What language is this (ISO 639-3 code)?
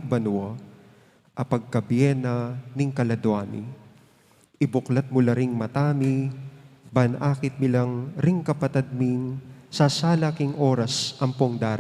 pam